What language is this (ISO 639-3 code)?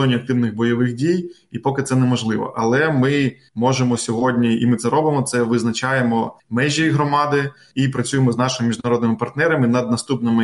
ukr